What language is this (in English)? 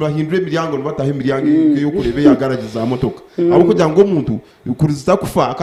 Nyankole